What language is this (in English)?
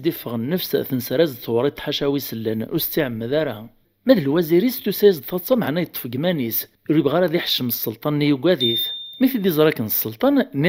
Kabyle